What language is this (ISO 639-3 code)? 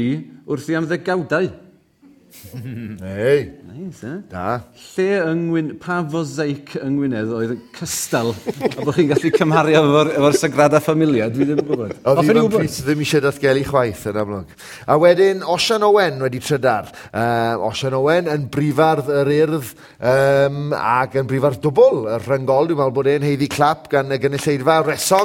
cym